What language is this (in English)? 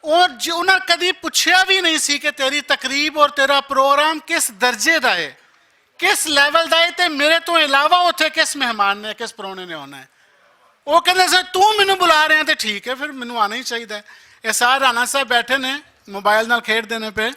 Western Panjabi